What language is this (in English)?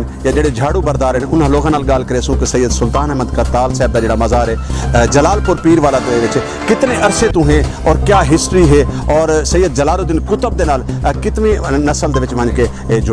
Saraiki